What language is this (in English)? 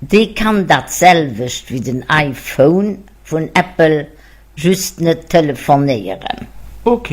Luxembourgish